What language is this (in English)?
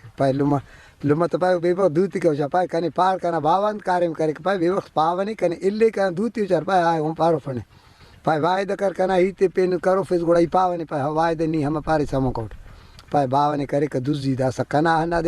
Brahui